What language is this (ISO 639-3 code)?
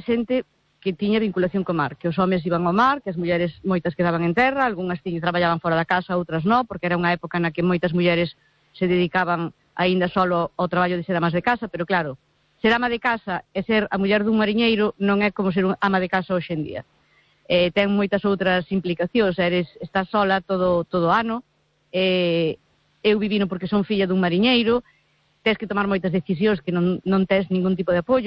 glg